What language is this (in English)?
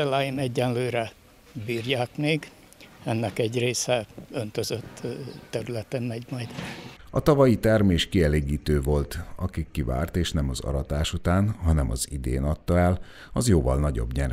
Hungarian